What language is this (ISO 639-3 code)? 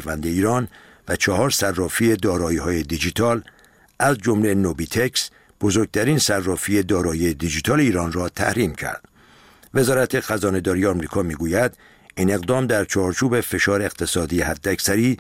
fas